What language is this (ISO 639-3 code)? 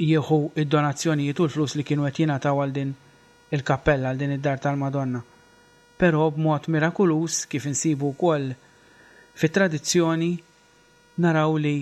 mlt